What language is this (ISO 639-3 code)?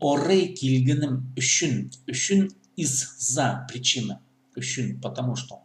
kjh